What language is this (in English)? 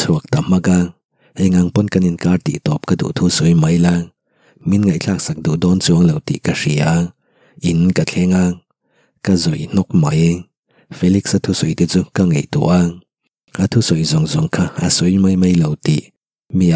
Mizo